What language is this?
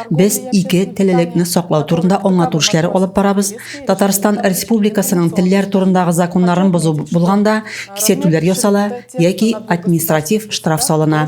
Tatar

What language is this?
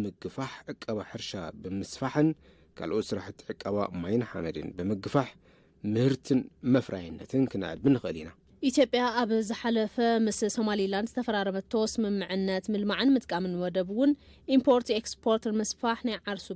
Tigrinya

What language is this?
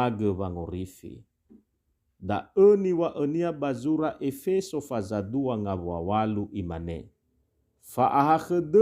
Nias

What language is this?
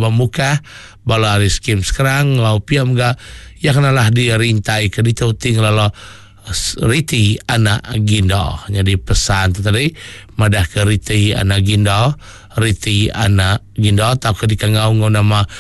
Iban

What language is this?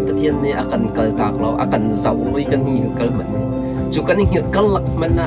Hakha Chin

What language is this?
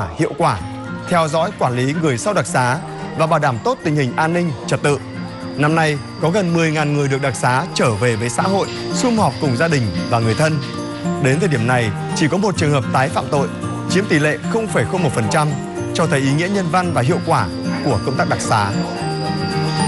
Vietnamese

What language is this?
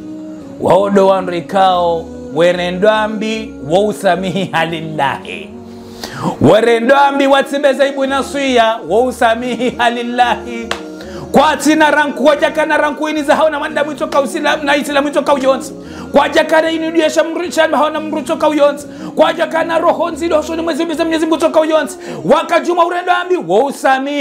Ngazidja Comorian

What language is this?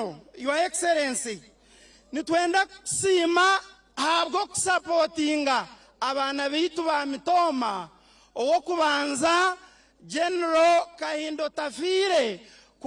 Nyankole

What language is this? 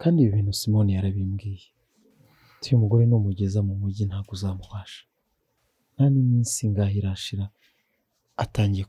Kinyarwanda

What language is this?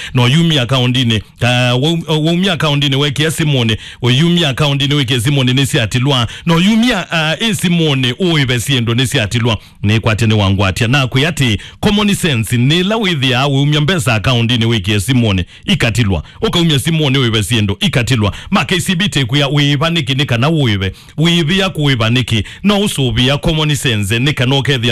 Kamba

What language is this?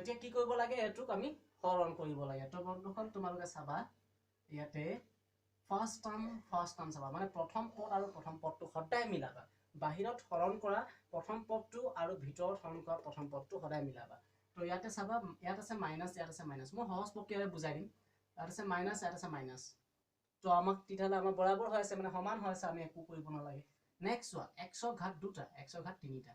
Assamese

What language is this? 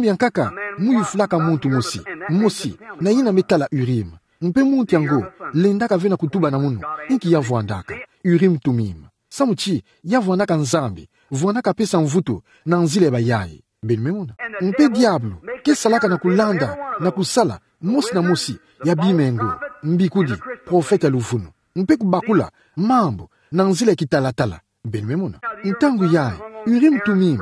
Kituba (Democratic Republic of Congo)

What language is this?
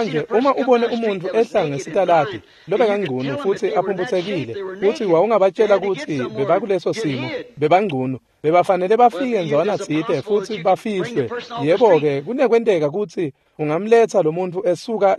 Swati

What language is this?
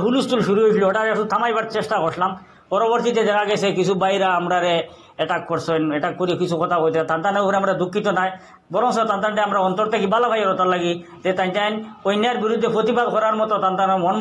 Sylheti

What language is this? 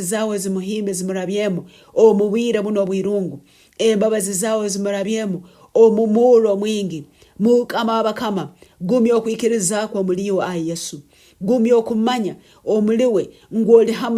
Nyankole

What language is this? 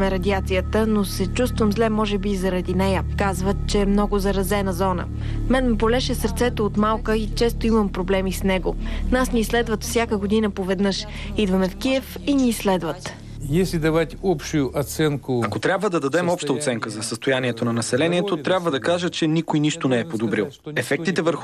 Bulgarian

